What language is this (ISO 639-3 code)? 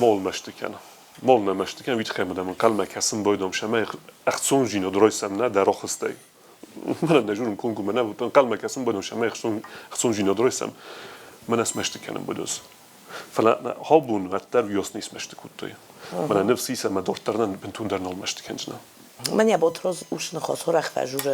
oss